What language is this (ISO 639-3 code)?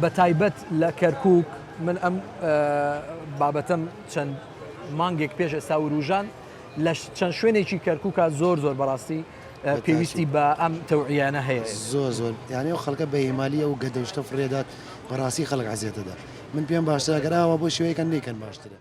ckb